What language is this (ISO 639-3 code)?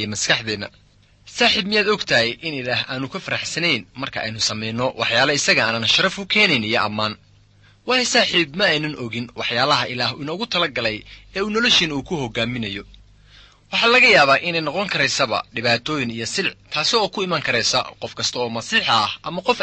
som